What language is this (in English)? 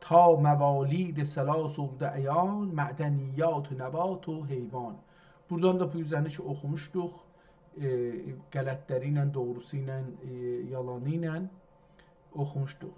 South Azerbaijani